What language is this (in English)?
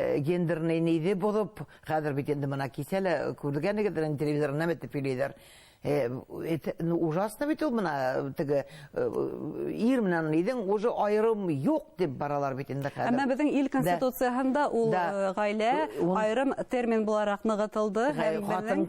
Bashkir